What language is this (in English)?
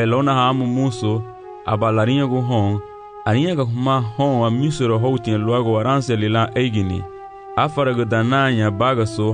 Garifuna